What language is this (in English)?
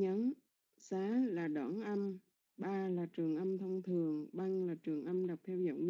Vietnamese